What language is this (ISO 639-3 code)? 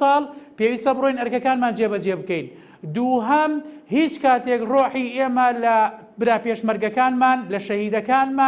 ckb